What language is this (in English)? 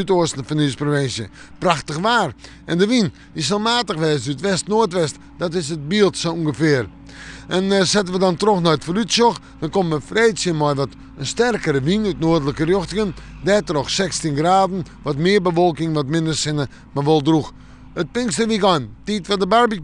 Western Frisian